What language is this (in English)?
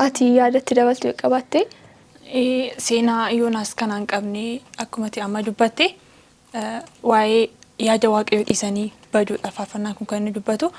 Oromo